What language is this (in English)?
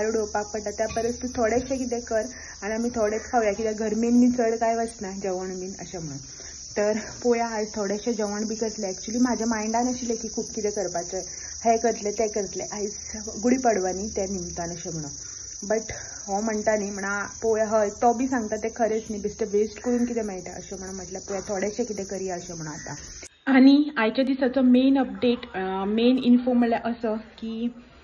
Konkani